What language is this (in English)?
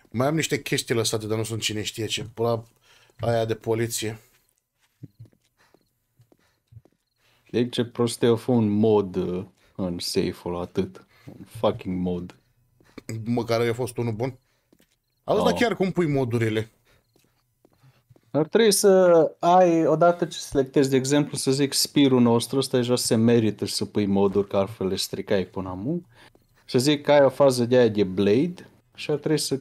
Romanian